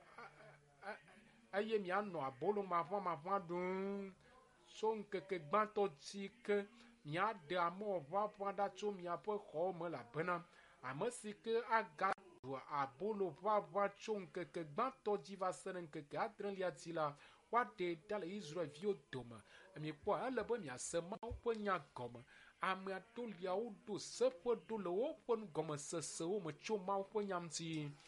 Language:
Ewe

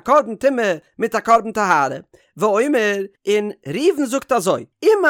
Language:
Yiddish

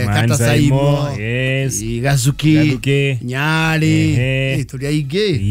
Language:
Kikuyu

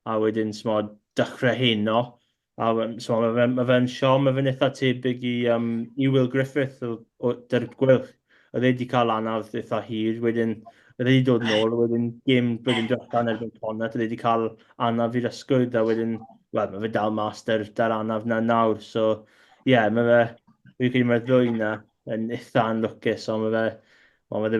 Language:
Welsh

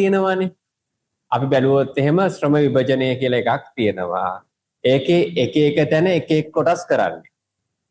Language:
Sinhala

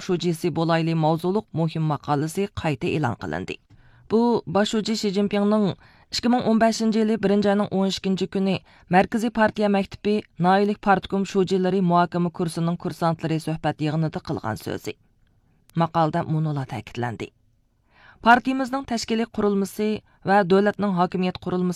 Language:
Uyghur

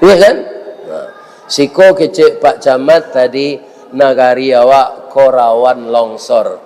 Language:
Minangkabau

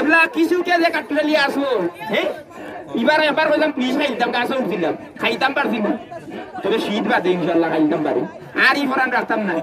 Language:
Sylheti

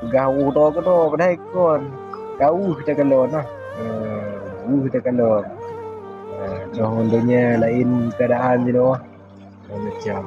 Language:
Achinese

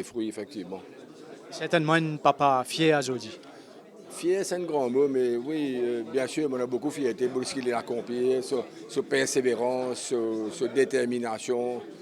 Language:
Morisyen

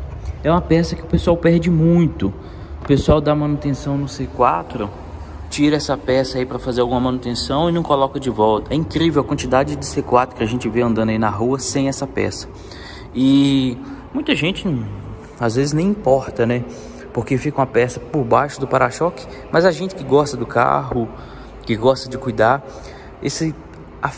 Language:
Portuguese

